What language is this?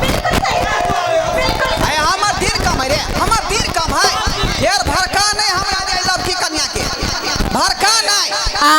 Maithili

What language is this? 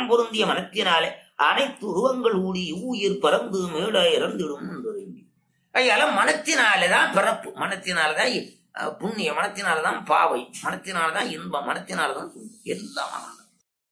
Tamil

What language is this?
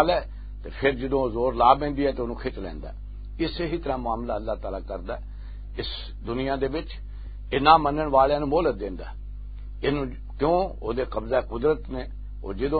Western Panjabi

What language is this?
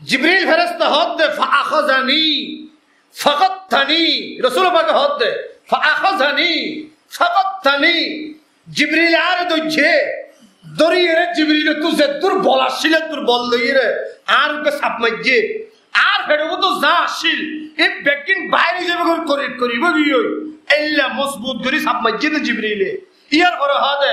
Rohingya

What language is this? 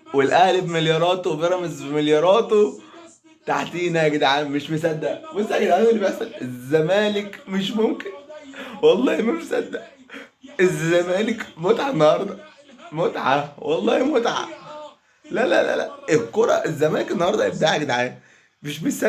Egyptian Arabic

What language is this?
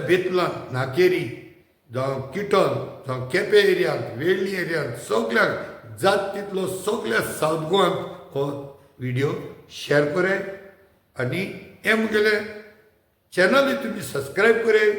Konkani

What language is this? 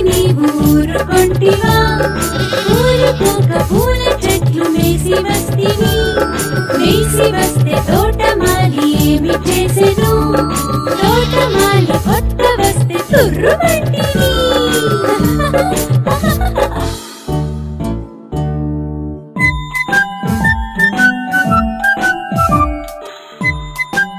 Telugu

